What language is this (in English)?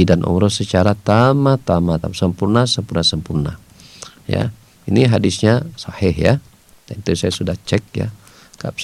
Indonesian